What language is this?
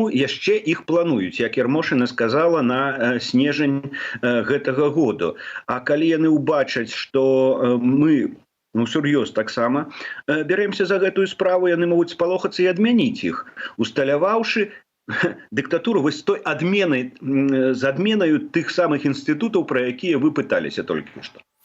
Belarusian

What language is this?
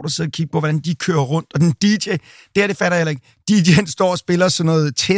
Danish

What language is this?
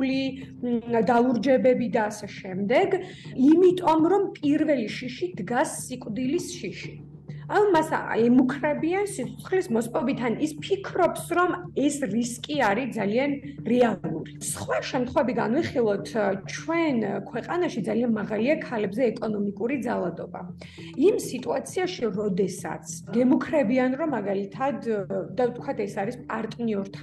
Georgian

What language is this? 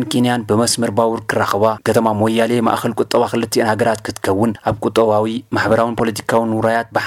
Tigrinya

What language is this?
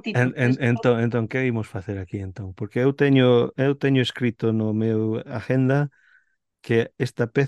Galician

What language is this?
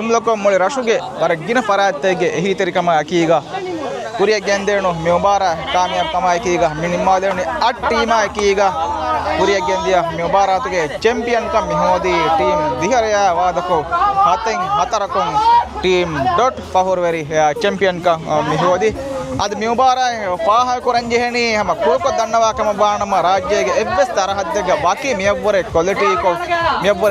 Divehi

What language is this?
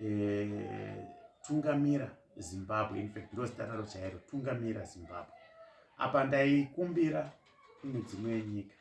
Shona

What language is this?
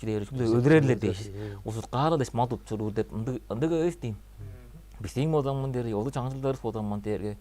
Tuvinian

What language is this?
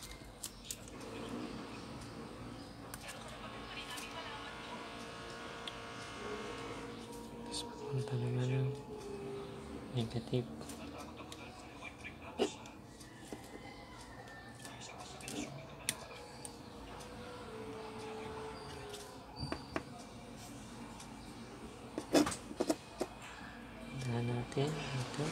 Filipino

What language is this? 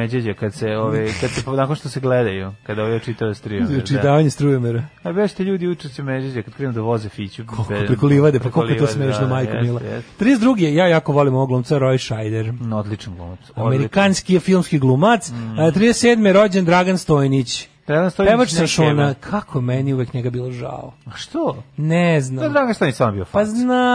Serbian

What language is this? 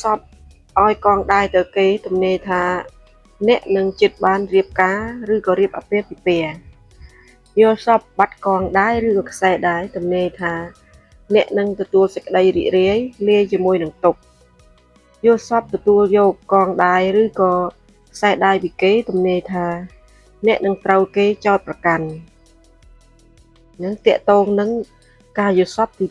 Khmer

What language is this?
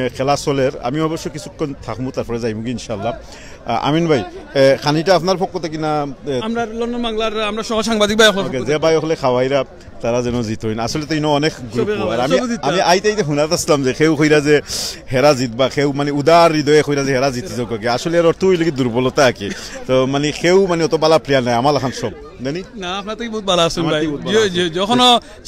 Sylheti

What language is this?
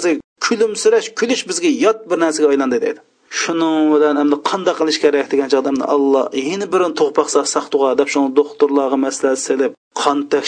Uyghur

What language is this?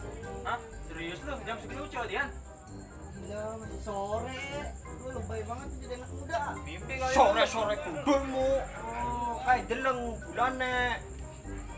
Betawi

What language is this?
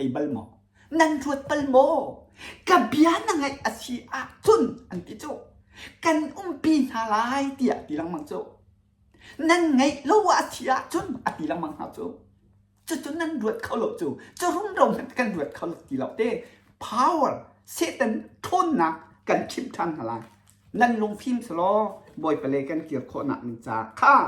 Hakha Chin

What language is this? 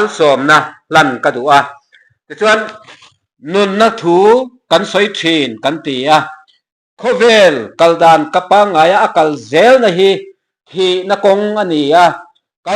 Mizo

